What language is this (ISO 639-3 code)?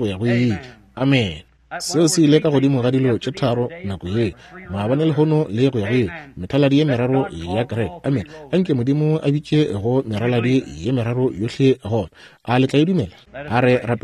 nso